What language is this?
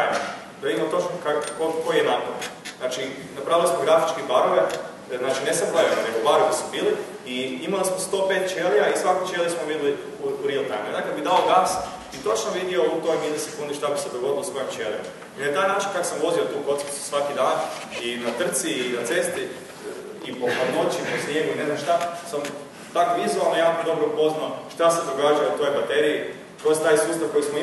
Croatian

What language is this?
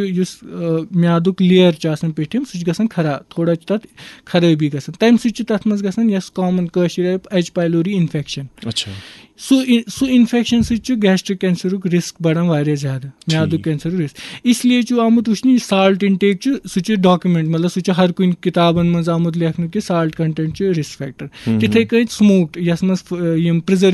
Kashmiri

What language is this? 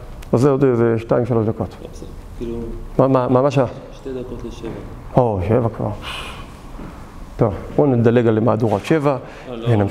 Hebrew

